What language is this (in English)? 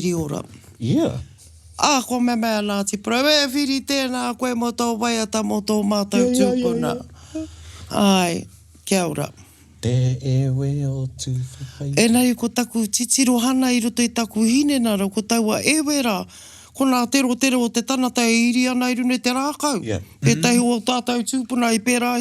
Māori